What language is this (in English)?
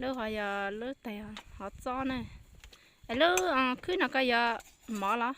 Hmong